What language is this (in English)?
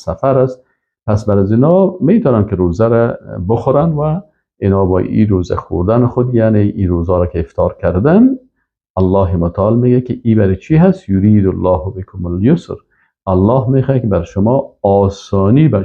Persian